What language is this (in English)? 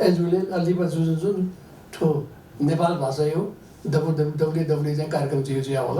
Newari